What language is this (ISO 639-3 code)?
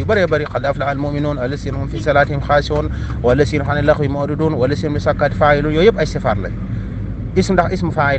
wol